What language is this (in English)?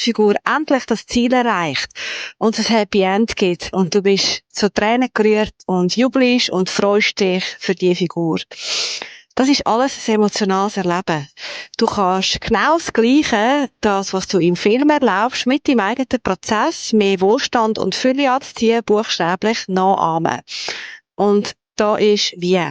Swiss German